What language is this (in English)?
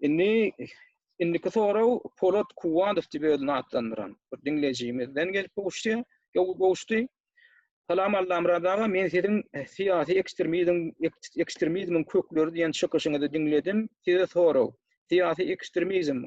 Turkmen